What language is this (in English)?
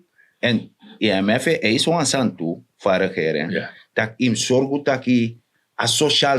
Sranan Tongo